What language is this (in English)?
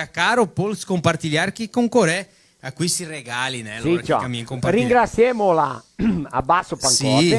Venetian